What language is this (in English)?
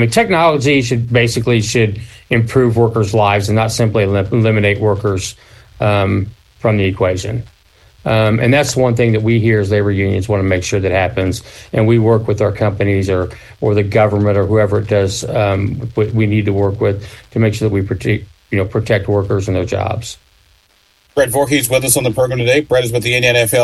English